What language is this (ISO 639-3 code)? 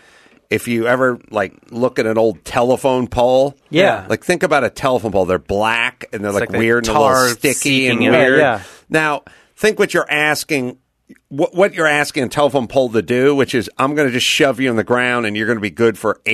eng